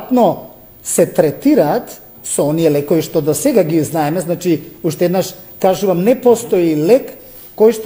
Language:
Macedonian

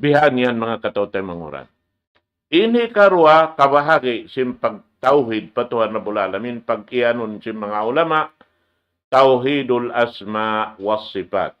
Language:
Tausug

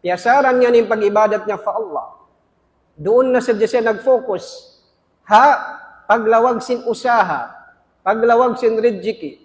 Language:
Tausug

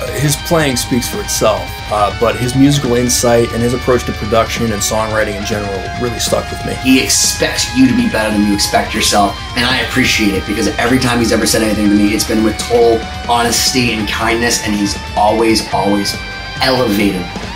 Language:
English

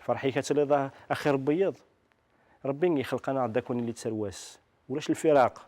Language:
Kabyle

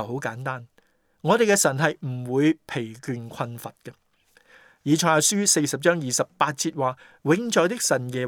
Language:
Cantonese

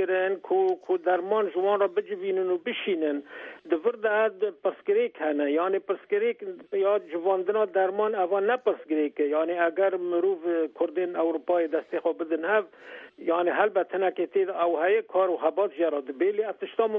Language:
Kurdish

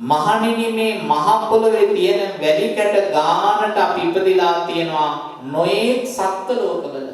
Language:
Sinhala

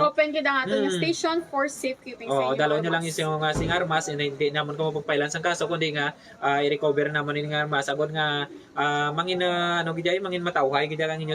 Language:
Hiligaynon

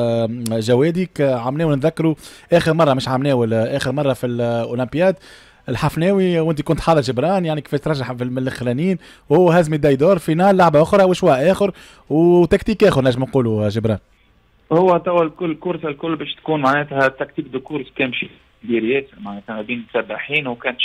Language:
Tunisian Arabic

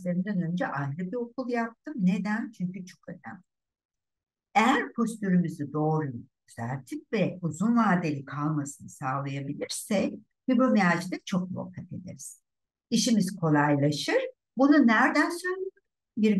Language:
Turkish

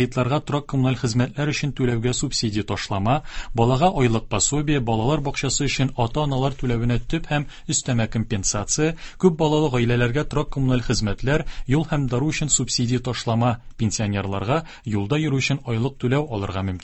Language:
Tatar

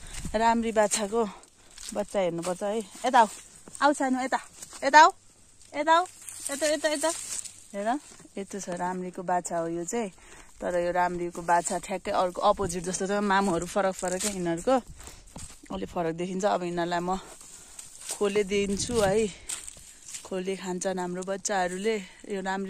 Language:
Nepali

